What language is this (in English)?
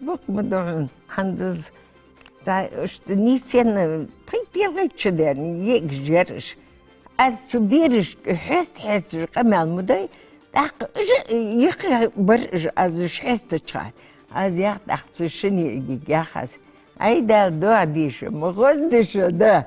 Ingush